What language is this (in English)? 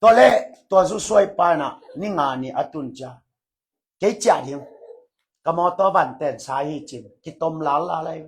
Tedim Chin